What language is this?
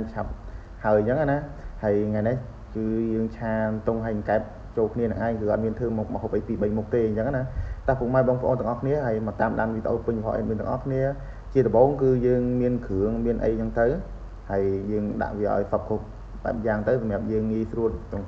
Khmer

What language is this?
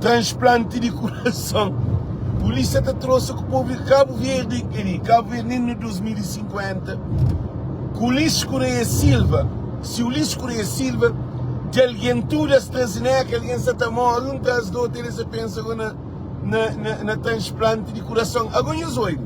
Kabuverdianu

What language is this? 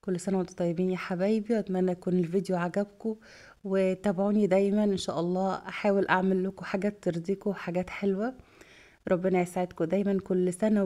Egyptian Arabic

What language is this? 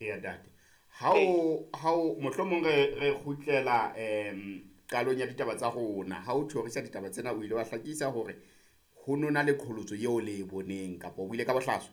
Southern Sotho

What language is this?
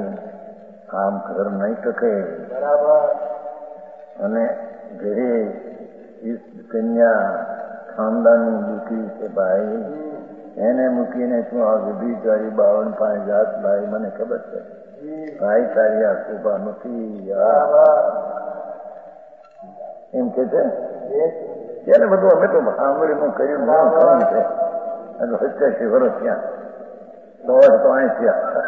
Gujarati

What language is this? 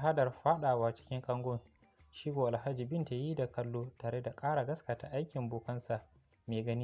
Hausa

